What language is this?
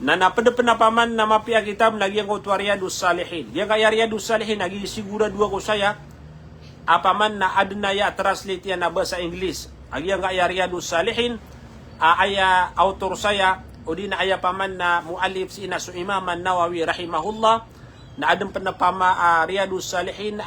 Maranao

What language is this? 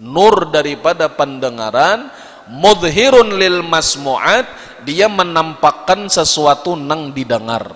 Banjar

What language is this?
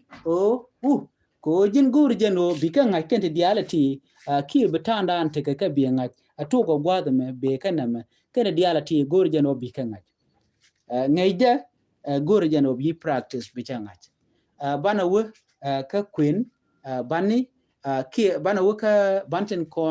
Nuer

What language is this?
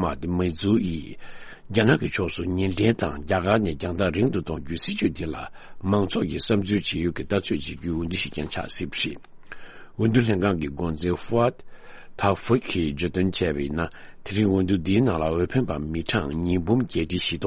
Tibetan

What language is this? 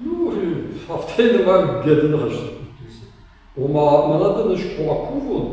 Ossetic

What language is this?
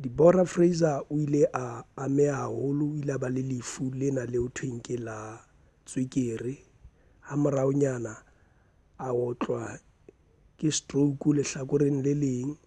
Southern Sotho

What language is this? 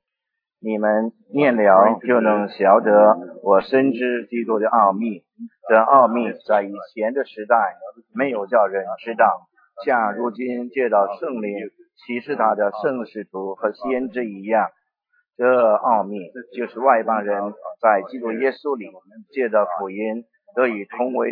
Chinese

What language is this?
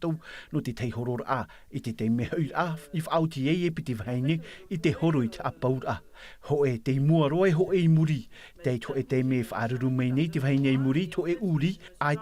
Tahitian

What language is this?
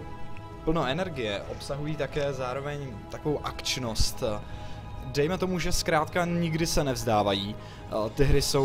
Czech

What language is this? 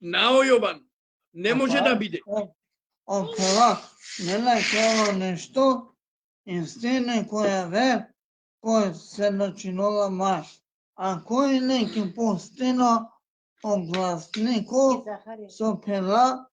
Balkan Romani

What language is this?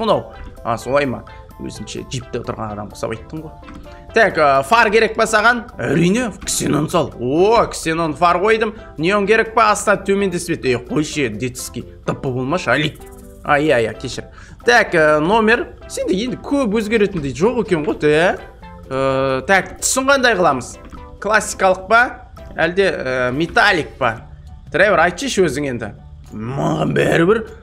Kazakh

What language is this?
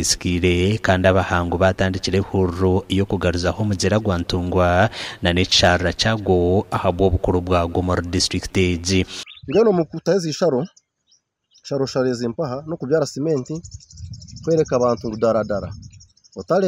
Nyankole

